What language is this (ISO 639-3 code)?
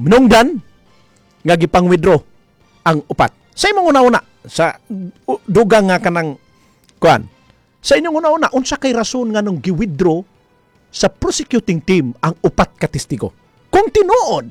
ceb